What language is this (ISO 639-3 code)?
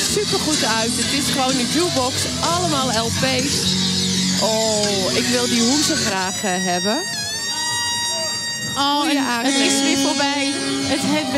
nld